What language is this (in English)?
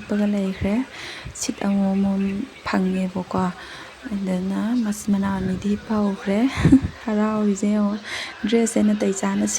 Manipuri